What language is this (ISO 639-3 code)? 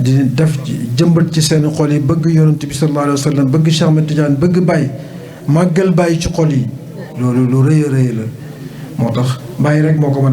wol